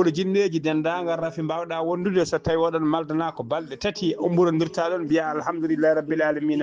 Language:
Fula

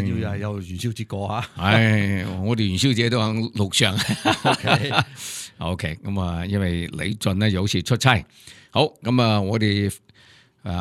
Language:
Cantonese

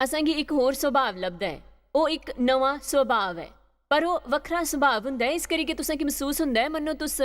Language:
Dogri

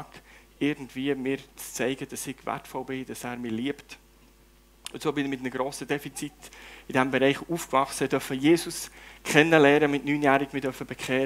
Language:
Swiss German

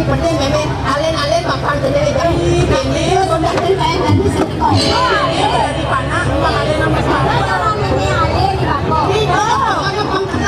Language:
Balinese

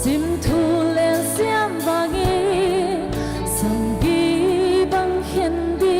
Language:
Paite Chin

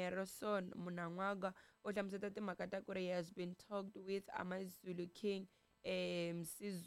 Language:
Tsonga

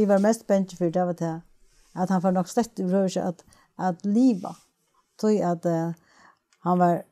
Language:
Faroese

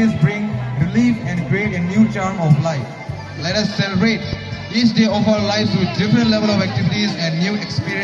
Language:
Kok Borok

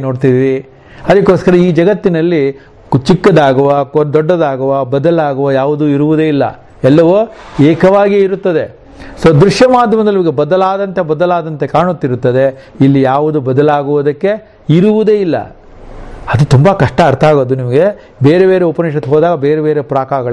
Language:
Kannada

